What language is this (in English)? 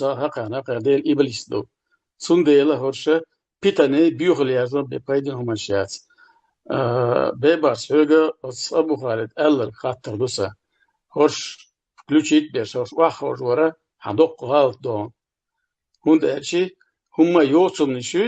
Chechen